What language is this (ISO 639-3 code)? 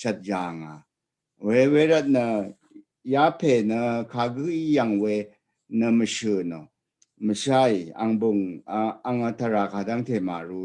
raw